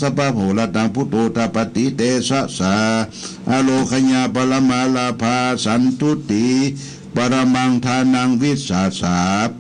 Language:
Pali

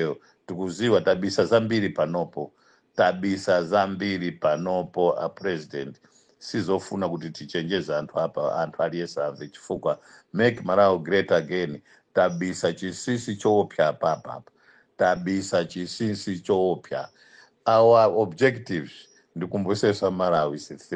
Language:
Nyanja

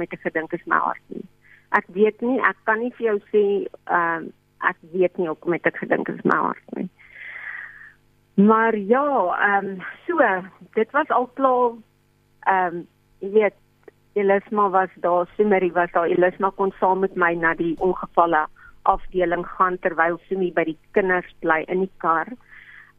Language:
Afrikaans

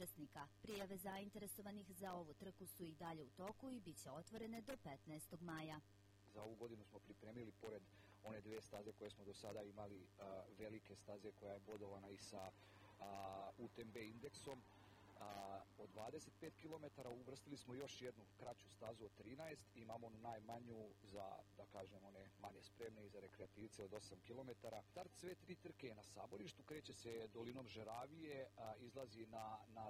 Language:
Serbian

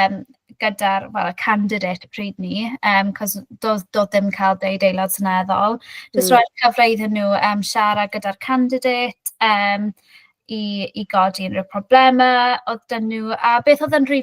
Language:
Welsh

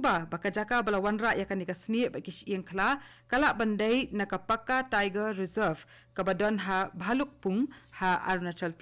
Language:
Khasi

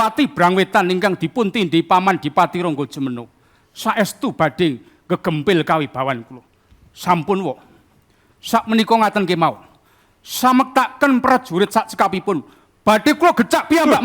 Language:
Javanese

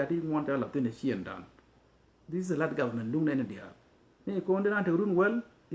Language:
Nuer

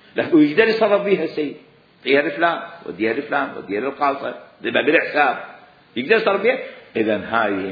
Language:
Mesopotamian Arabic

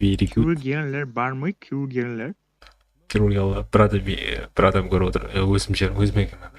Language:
Kara-Kalpak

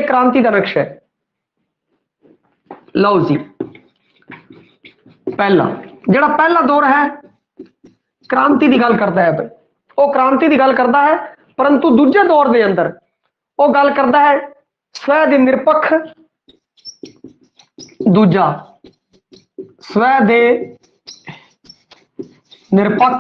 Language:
Punjabi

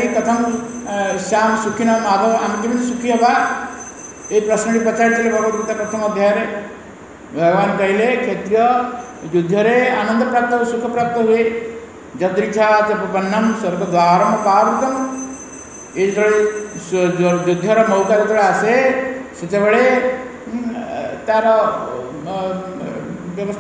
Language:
Odia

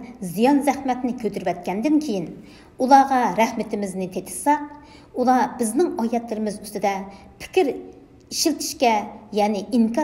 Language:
Uyghur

